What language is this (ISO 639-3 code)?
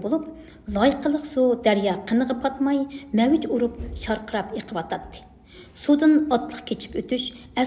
uig